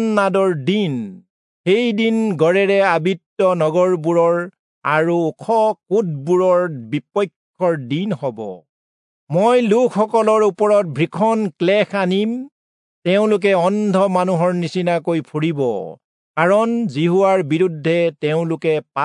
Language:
Assamese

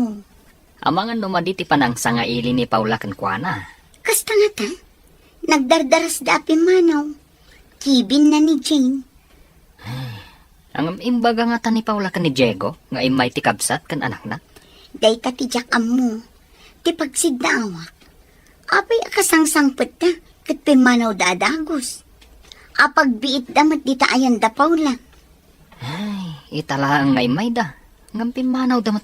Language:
Iloko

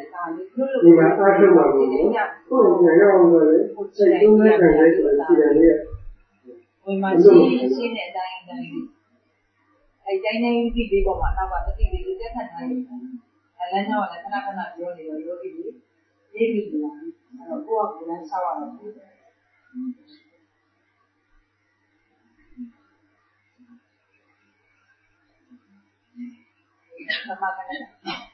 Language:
Burmese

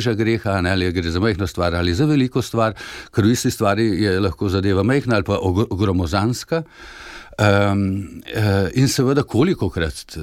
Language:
Slovenian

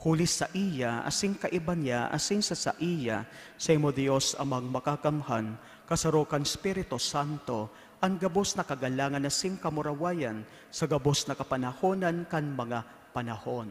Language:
Bikol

